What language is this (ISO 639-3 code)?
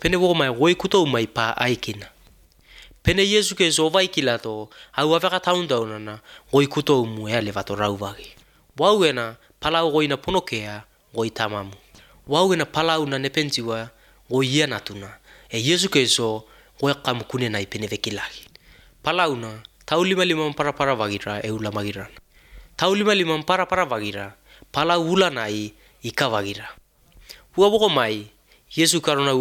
eus